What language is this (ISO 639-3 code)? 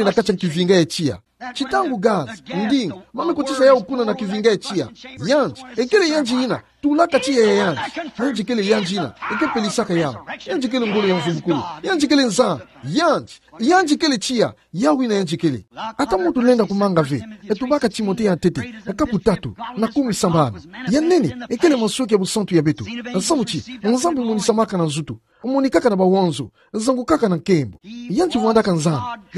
ktu